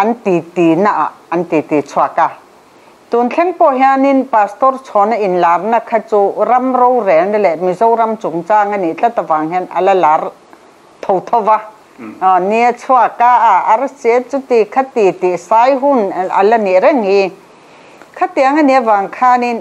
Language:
Mizo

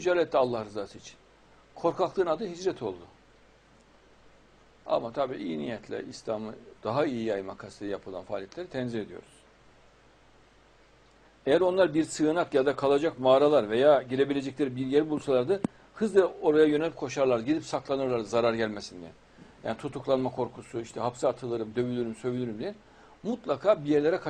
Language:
Turkish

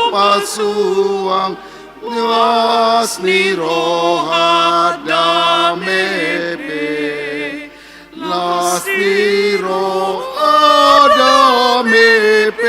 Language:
Batak Toba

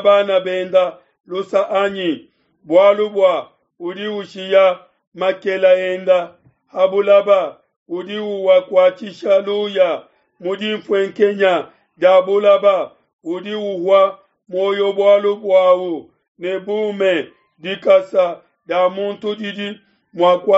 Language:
Luba-Lulua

